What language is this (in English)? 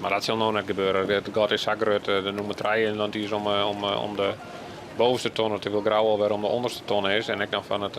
Western Frisian